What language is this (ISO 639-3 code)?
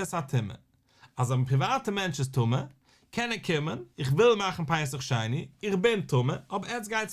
yid